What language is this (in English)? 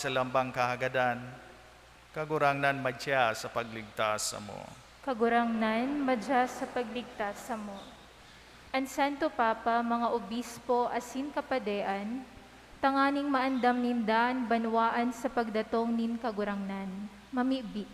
Bikol